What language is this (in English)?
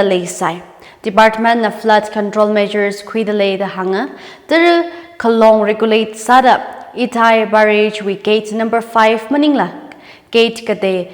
Tangkhul Naga (India)